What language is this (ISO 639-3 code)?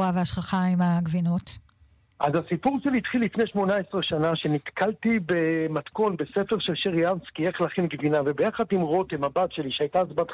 heb